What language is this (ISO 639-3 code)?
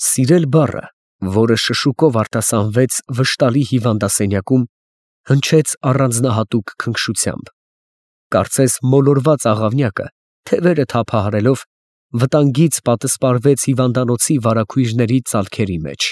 hye